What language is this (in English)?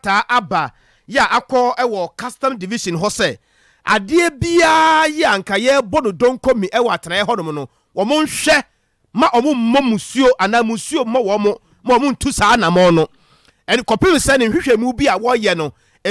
Akan